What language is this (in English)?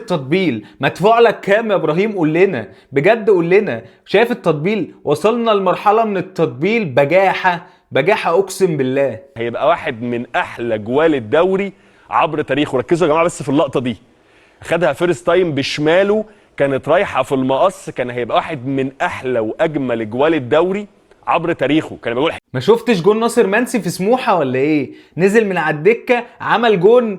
Egyptian Arabic